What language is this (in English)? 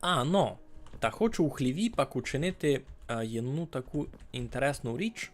Rusyn